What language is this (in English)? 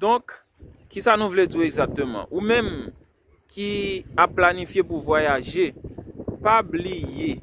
Haitian Creole